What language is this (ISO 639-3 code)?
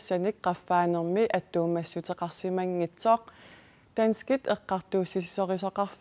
kal